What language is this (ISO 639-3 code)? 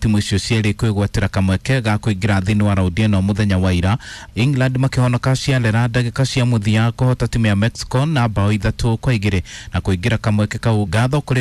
kik